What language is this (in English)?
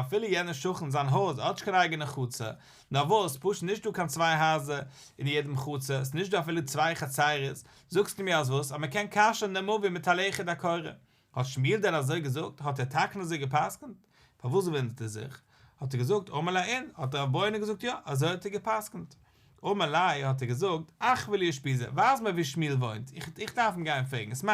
Yiddish